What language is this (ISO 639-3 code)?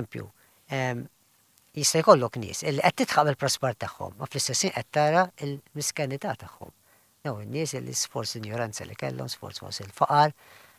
mlt